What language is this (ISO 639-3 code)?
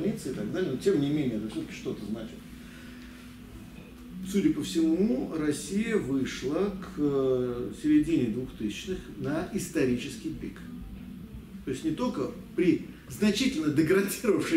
rus